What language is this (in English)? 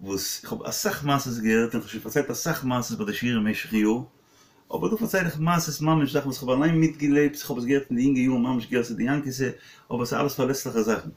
Yiddish